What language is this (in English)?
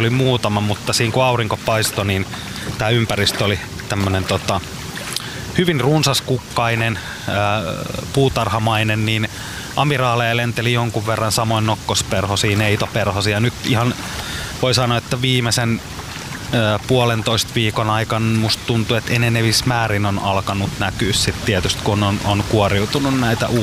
Finnish